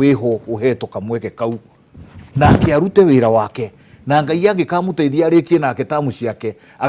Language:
Kikuyu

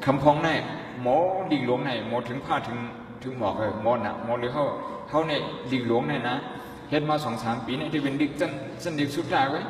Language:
Shan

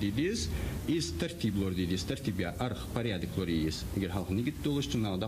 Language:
Ingush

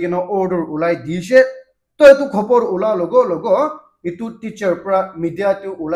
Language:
Naga Pidgin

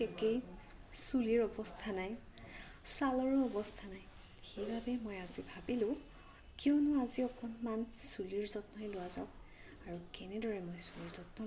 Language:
Assamese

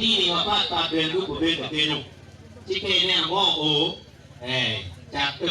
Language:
Acoli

